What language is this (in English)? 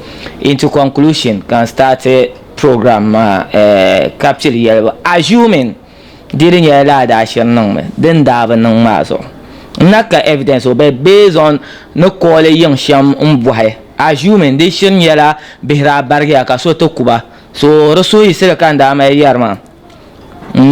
Dagbani